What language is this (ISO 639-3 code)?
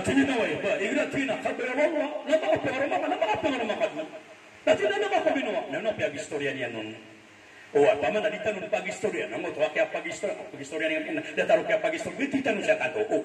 mrw